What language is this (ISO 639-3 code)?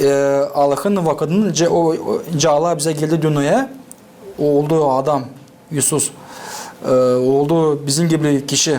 gag